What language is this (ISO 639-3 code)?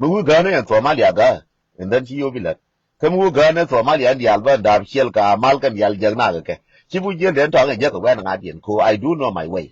nus